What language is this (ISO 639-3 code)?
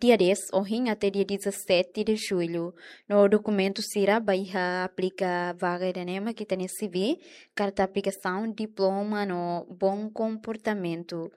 tet